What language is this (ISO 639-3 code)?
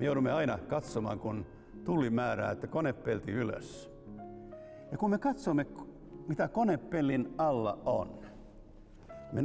fin